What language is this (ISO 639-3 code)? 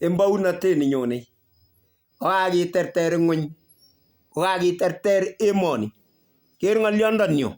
kln